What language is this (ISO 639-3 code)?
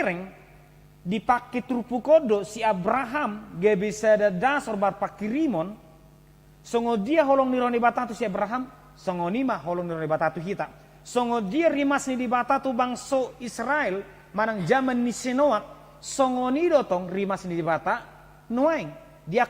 bbc